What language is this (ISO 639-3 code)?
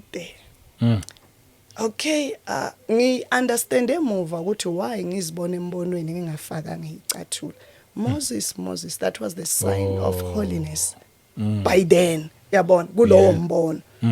zul